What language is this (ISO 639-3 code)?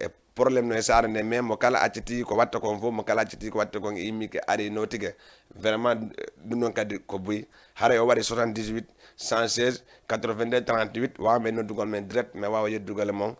ful